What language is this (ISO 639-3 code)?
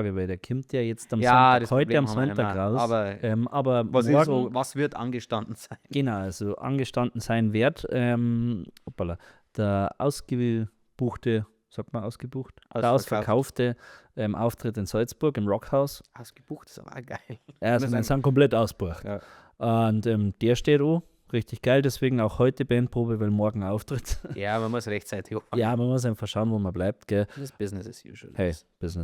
bar